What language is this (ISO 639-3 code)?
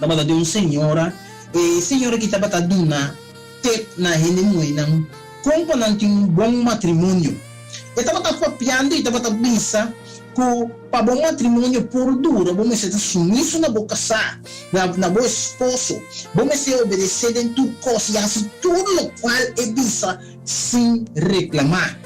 pap